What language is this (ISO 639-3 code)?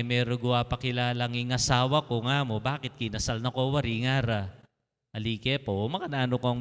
pam